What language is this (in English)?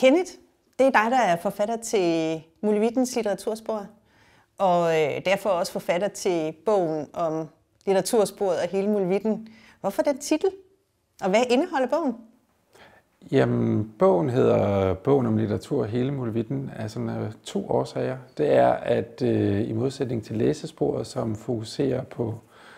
Danish